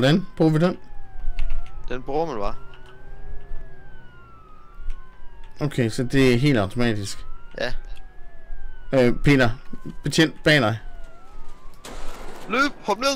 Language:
Danish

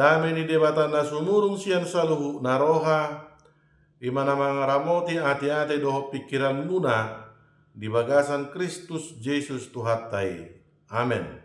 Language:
Batak Toba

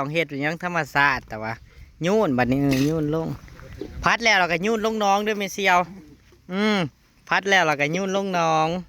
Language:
Northeastern Thai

